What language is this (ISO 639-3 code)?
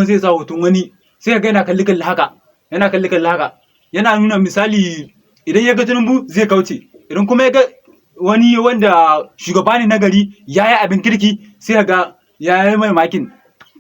hau